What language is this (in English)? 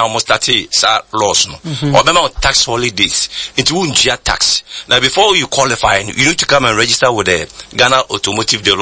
Akan